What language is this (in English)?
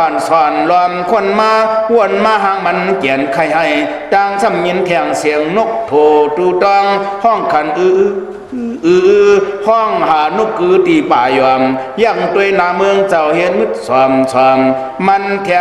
Shan